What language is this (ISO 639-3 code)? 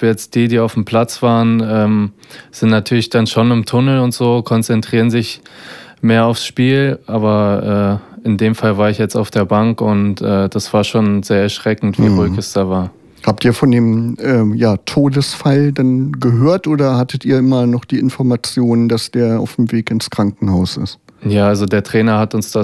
deu